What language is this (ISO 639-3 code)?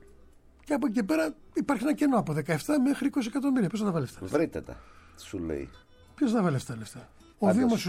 ell